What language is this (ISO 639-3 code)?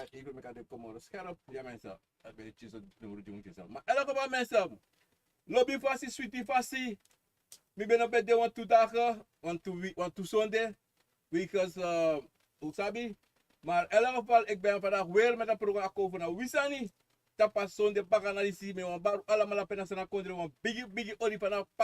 srn